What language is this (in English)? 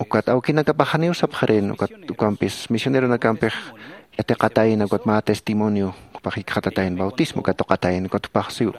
Aymara